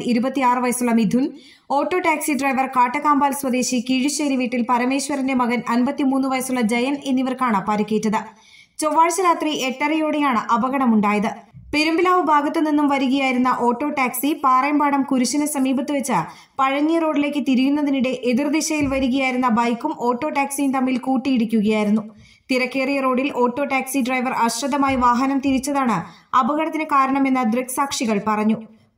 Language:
Malayalam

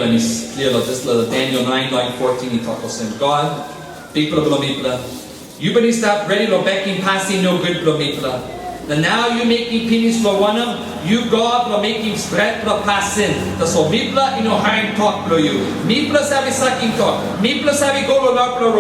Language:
Tok Pisin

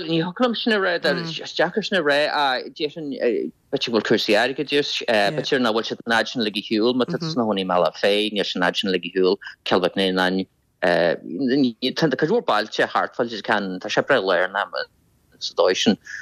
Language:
Irish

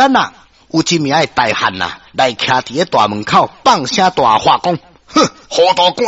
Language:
Min Nan Chinese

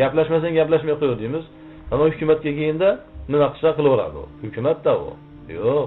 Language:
Uzbek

